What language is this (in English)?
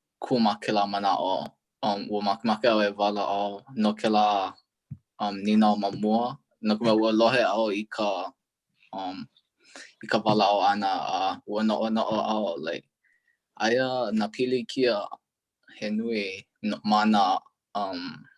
Hawaiian